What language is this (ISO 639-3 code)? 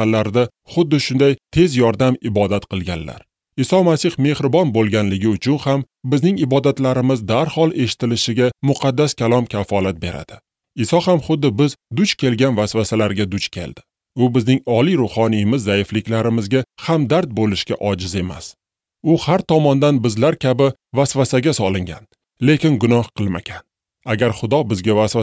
uzb